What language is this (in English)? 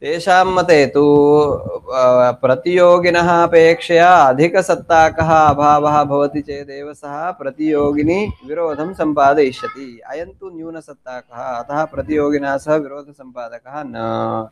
Sanskrit